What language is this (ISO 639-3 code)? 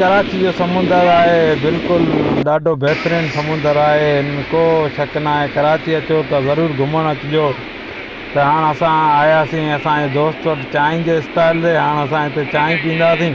snd